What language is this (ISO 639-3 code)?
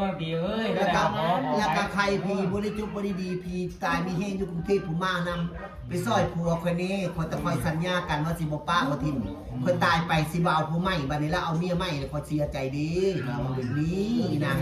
tts